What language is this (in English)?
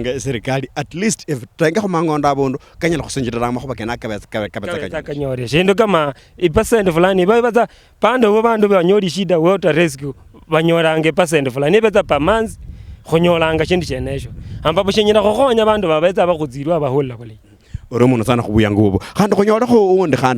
Luyia